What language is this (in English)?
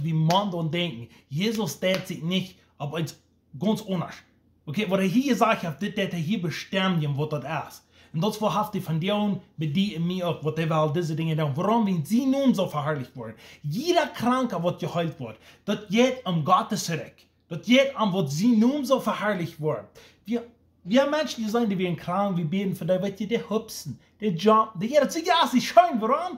Plautdietsch